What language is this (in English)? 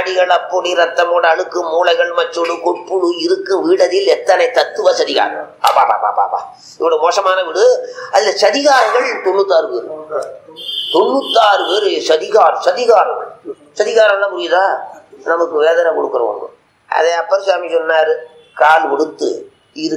Tamil